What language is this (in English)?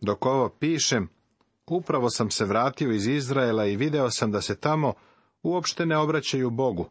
Serbian